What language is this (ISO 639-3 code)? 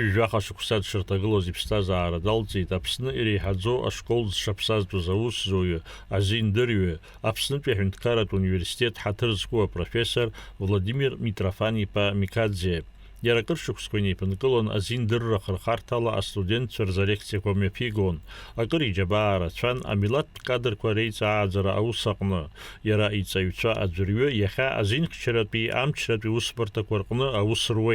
abk